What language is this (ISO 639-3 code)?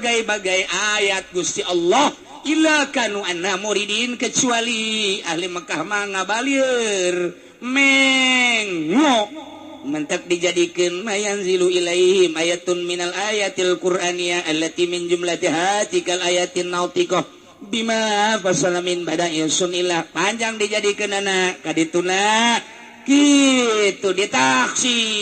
sun